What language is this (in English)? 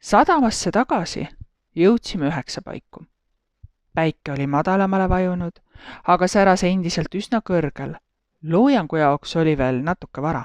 Estonian